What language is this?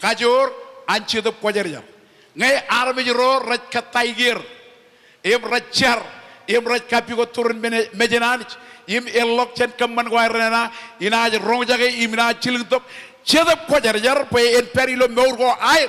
Marshallese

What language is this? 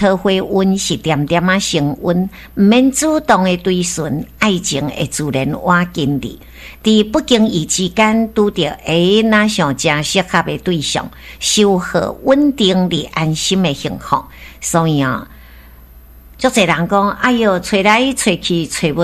Min Nan Chinese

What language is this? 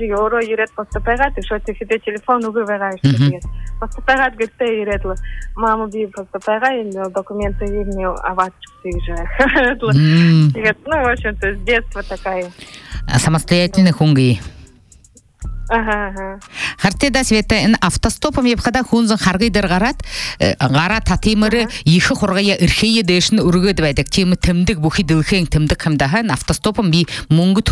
Buriat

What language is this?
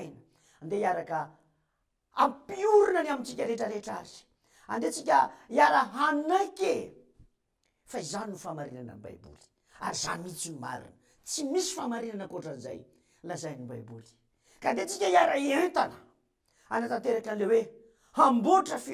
Malagasy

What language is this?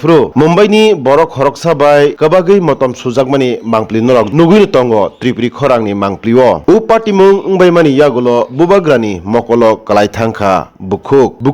Kok Borok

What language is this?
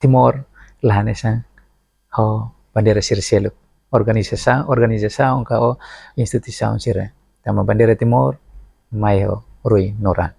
Tetum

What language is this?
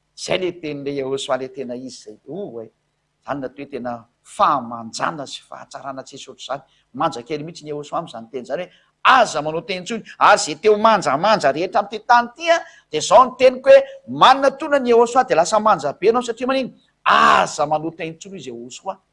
Malagasy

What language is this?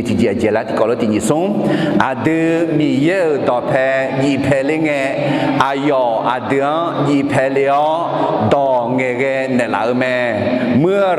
Akha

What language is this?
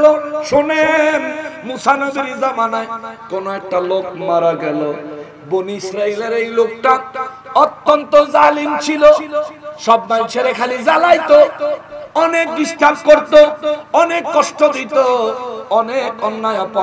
Bangla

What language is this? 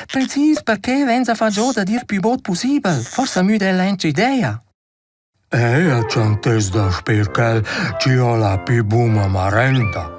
Romansh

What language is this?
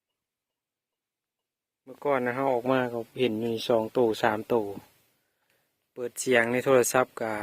Lao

